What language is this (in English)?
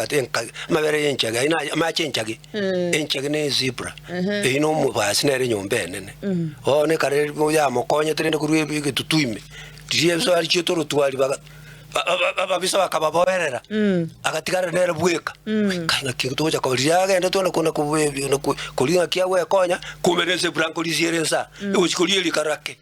Gusii